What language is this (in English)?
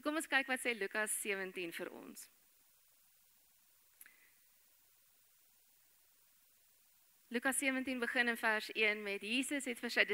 Afrikaans